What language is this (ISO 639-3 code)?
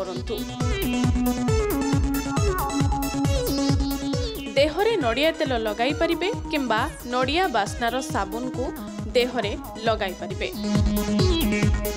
ori